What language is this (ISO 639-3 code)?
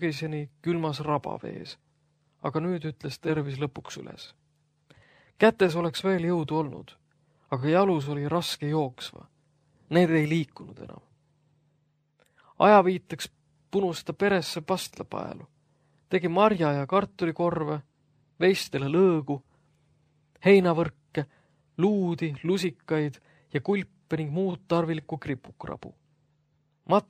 est